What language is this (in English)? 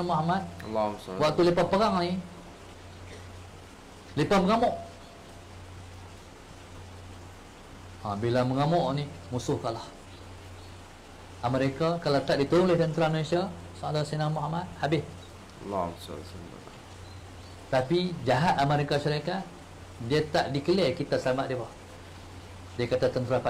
Malay